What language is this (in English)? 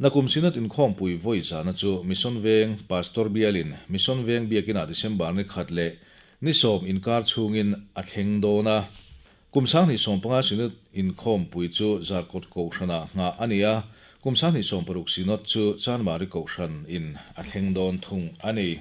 Mizo